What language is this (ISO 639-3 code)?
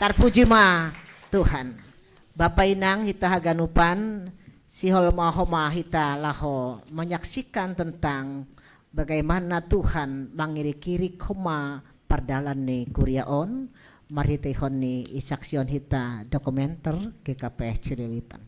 bts